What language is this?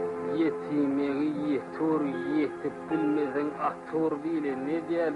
Turkmen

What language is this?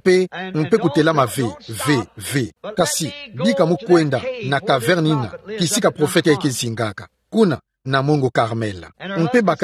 Kituba (Democratic Republic of Congo)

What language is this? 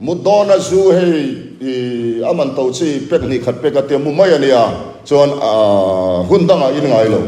Mizo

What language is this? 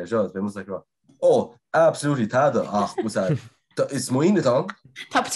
Irish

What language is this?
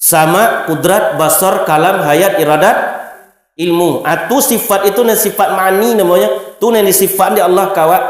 Minangkabau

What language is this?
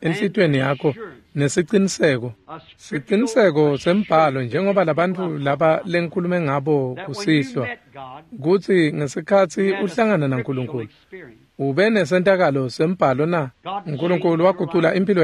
Swati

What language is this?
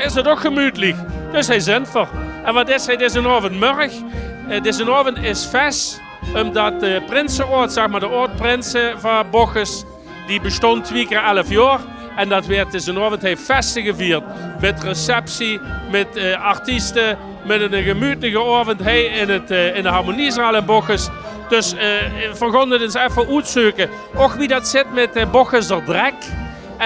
Limburgish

